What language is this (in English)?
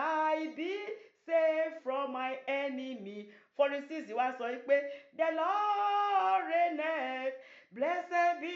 Yoruba